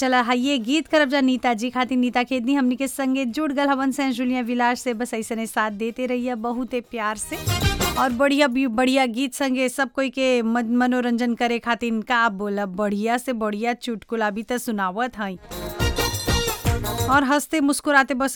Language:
Bhojpuri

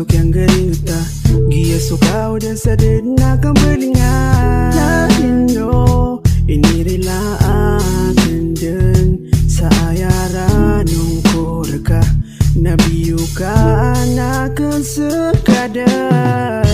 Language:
Malay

